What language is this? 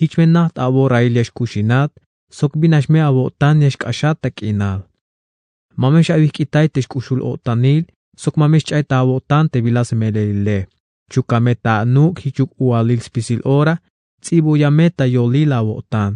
Tzeltal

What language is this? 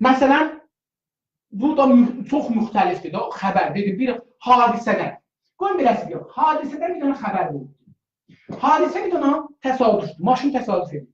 South Azerbaijani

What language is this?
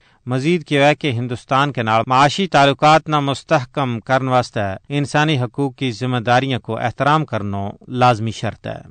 Gujari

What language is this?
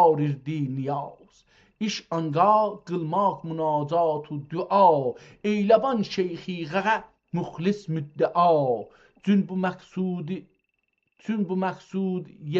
South Azerbaijani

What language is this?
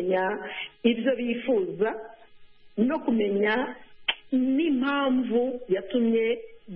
Kinyarwanda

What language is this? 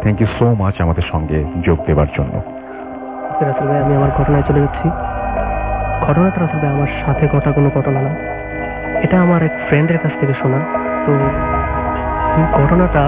Bangla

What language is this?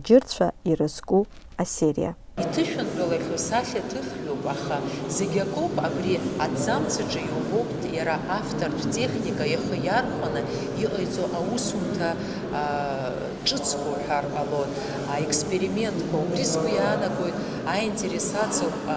Abkhazian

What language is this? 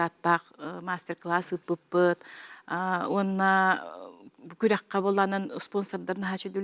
Yakut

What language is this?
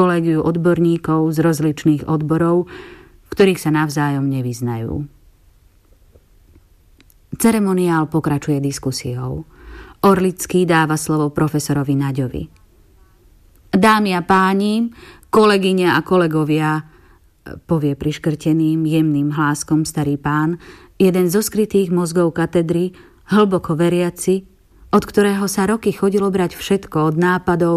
Slovak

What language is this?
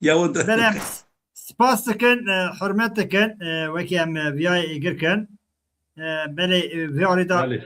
Kurdish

